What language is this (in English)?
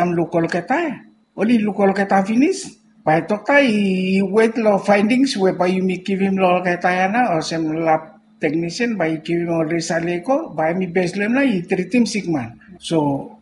Bislama